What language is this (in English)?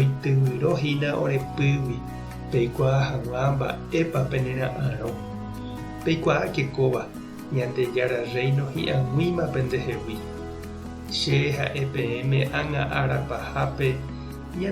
Guarani